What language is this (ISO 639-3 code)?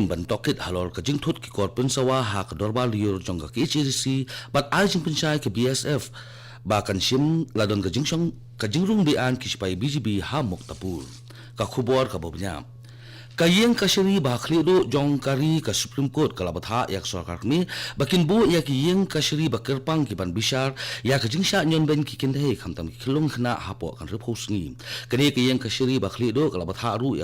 kha